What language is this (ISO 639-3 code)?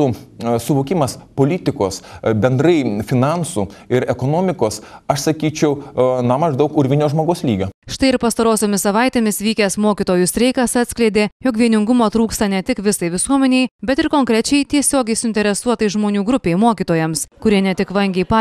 lit